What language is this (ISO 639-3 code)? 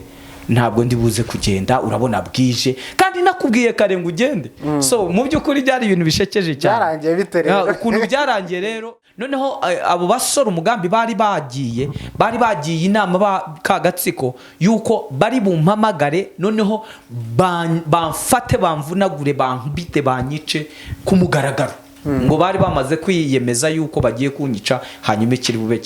kin